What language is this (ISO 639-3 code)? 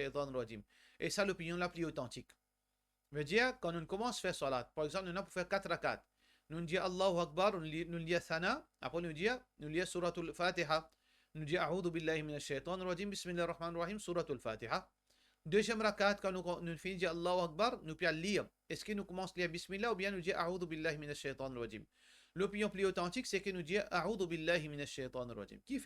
mfe